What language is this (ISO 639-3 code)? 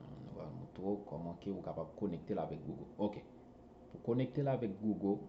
hat